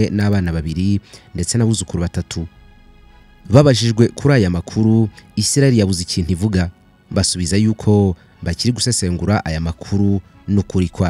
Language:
Kinyarwanda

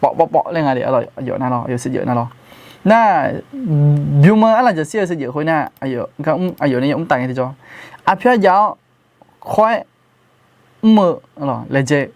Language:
Akha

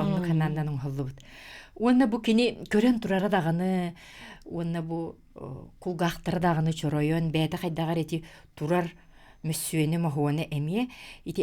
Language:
Yakut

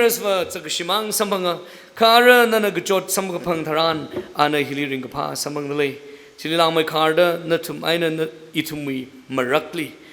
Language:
Tangkhul Naga (India)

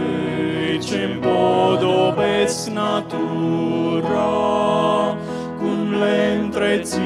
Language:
Romanian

